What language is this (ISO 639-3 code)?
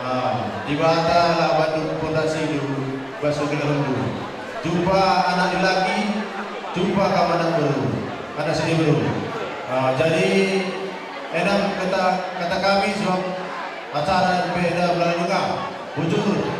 btx